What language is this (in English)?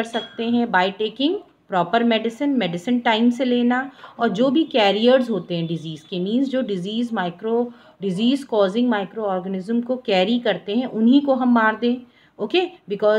Hindi